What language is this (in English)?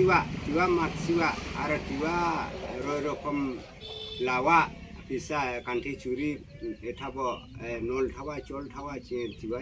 Karbi